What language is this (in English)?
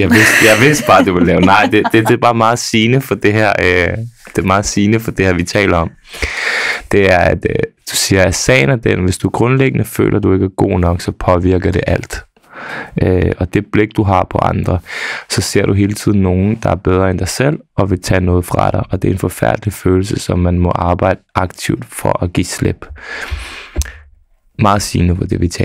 Danish